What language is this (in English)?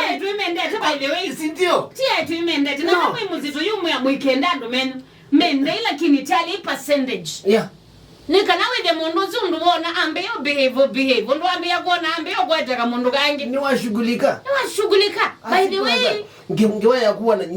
Kamba